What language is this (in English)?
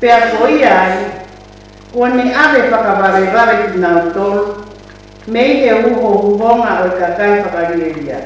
Tongan